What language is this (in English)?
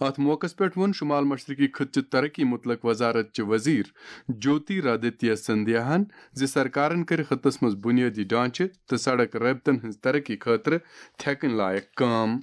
Kashmiri